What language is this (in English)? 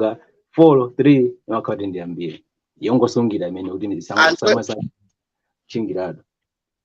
Nyanja